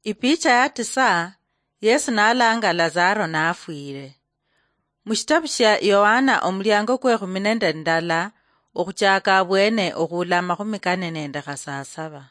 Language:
Luyia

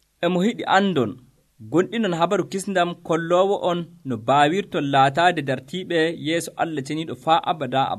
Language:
Nigerian Fulfulde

